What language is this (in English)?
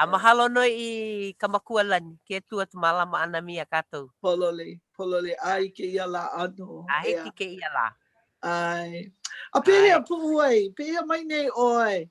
Hawaiian